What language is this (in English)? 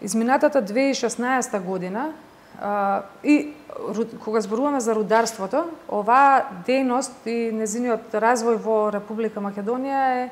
Macedonian